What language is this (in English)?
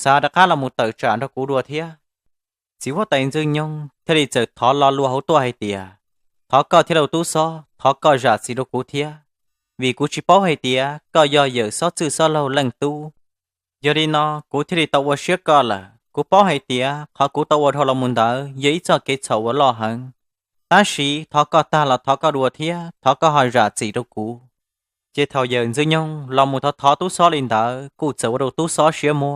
Hmong